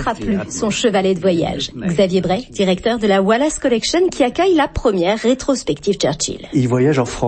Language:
French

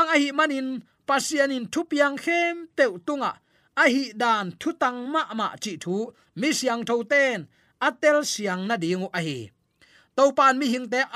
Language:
Tedim Chin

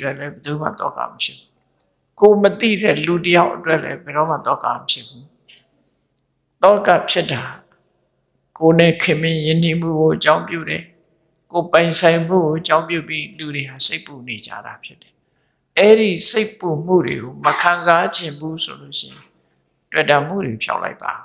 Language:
Burmese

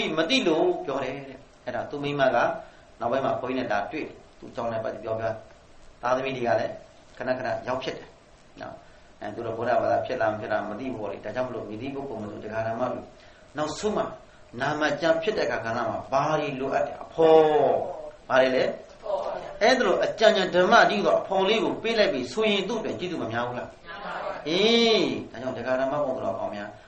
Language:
Burmese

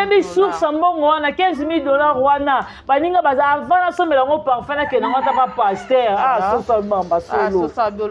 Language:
Lingala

